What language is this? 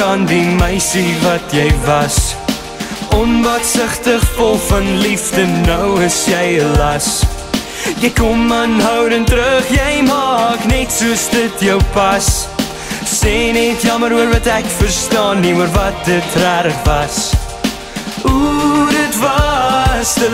Afrikaans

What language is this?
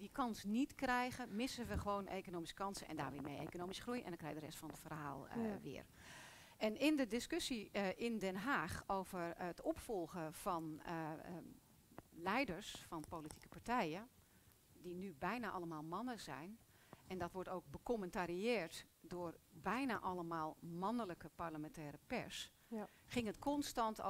Dutch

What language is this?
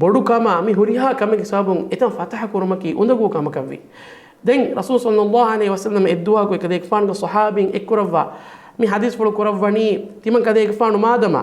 Divehi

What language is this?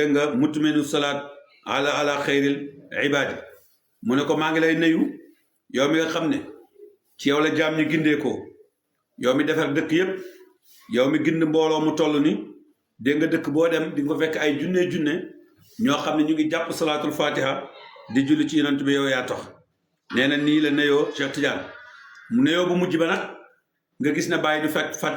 Wolof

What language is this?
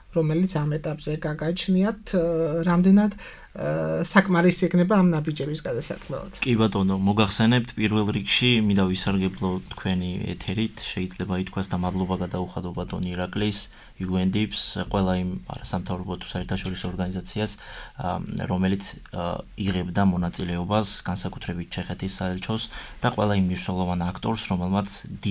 Georgian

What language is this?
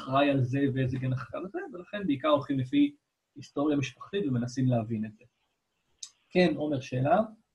Hebrew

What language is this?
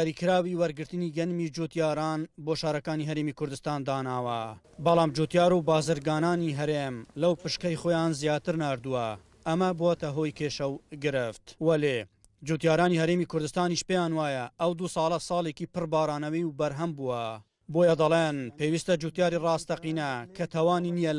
Central Kurdish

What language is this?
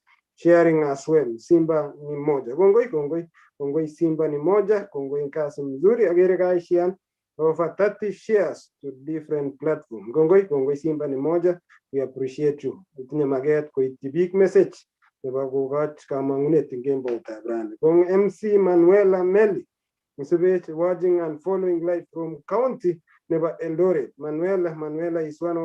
Kalenjin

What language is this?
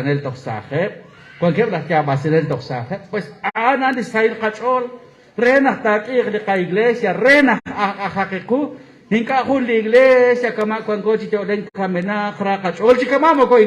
Kekchí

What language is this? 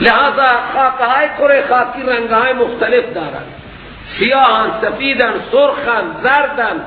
Persian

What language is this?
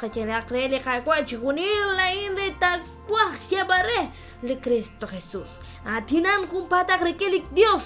Kekchí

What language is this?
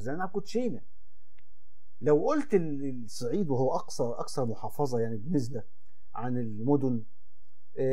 Egyptian Arabic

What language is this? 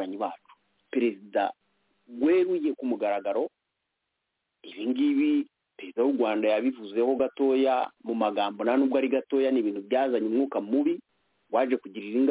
Kinyarwanda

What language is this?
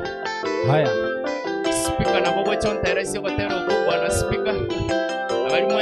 Gusii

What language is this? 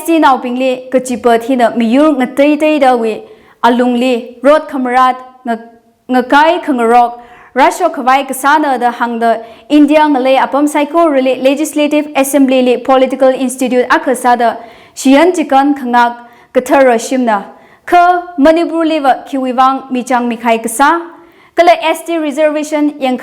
Tangkhul Naga (India)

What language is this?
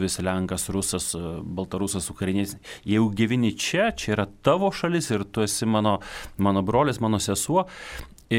Lithuanian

